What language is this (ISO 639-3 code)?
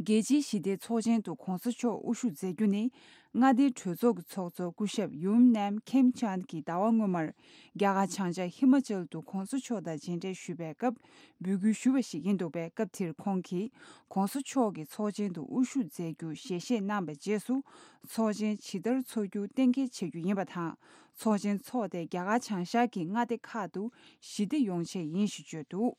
bod